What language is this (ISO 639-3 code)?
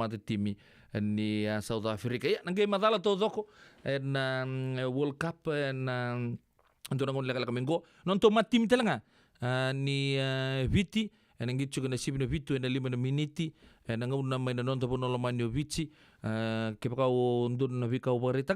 fij